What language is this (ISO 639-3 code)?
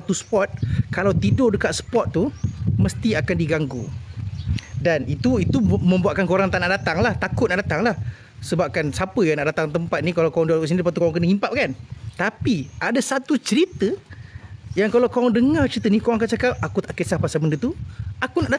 msa